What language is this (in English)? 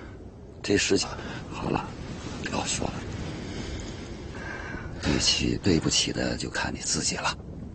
Chinese